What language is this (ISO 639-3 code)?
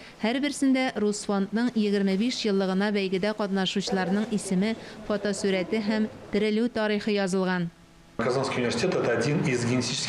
tat